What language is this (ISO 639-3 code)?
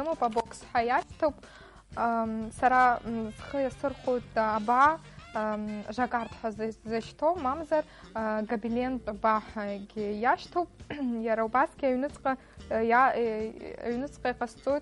abk